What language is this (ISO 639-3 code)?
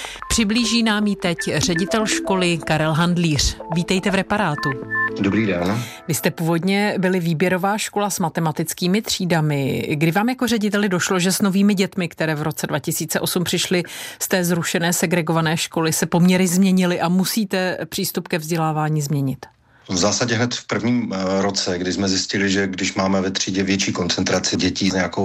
ces